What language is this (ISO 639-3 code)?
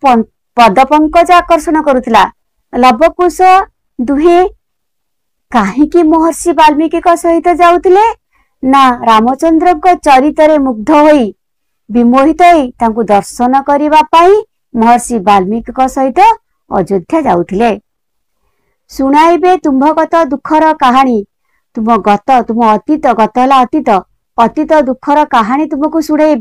ori